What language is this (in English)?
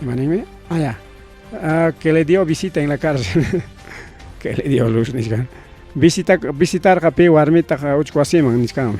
Ayacucho Quechua